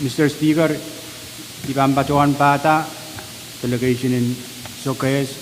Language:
Pohnpeian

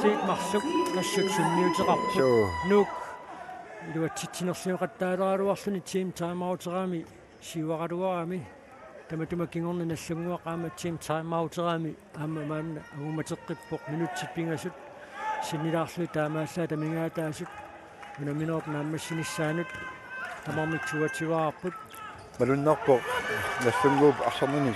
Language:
Kalaallisut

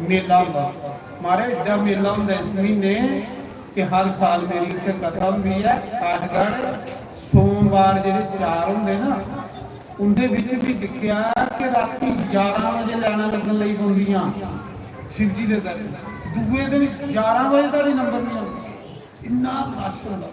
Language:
Dogri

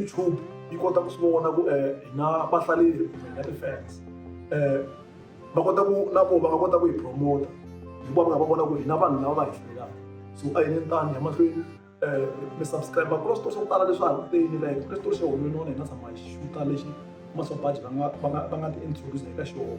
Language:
Tsonga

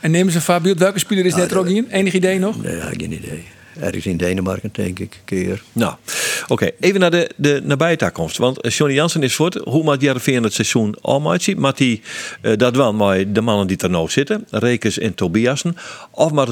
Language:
Western Frisian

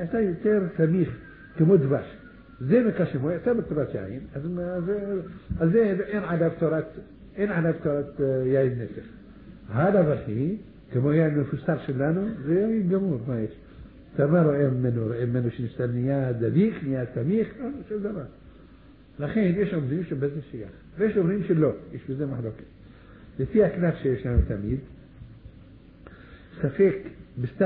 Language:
Hebrew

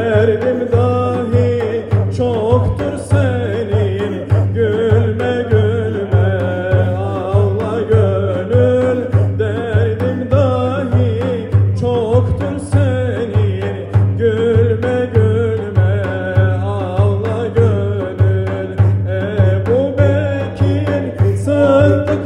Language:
Turkish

